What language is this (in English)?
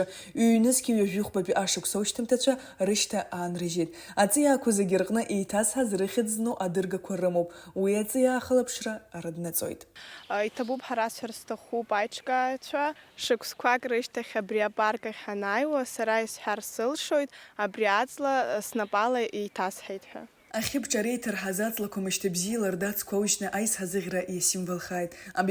Abkhazian